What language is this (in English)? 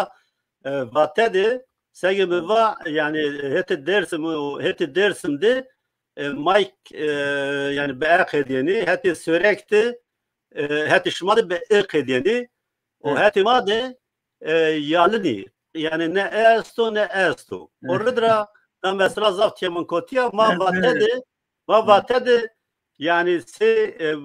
Zaza